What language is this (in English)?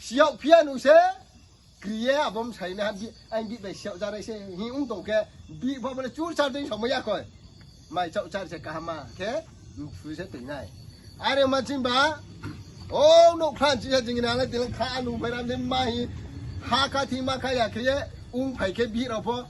Riang (India)